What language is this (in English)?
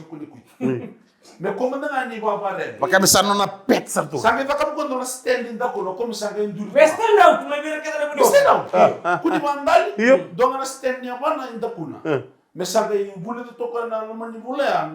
Fijian